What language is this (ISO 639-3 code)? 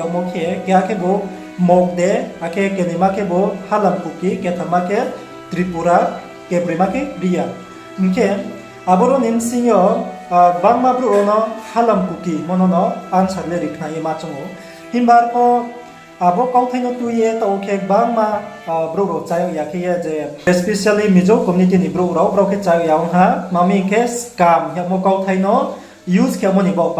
ria